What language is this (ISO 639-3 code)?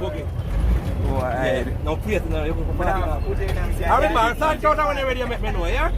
jam